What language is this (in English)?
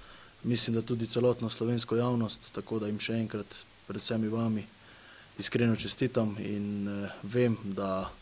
Slovenian